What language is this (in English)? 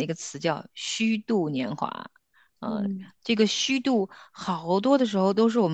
Chinese